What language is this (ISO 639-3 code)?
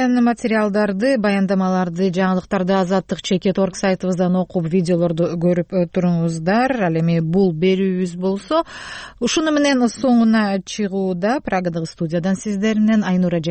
kir